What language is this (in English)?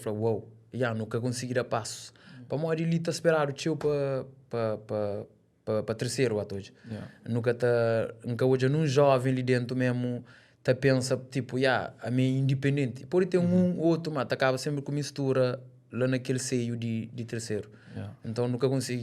Kabuverdianu